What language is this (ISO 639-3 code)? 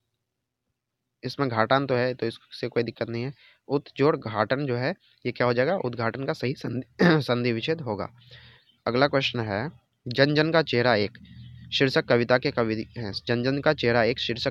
hin